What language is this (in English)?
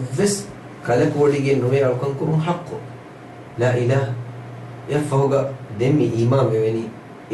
Divehi